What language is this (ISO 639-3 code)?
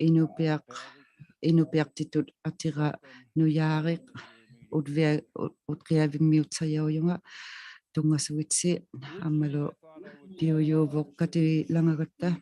iku